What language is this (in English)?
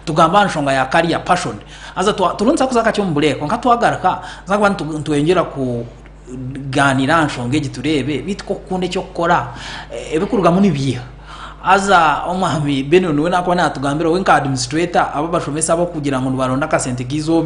Nyankole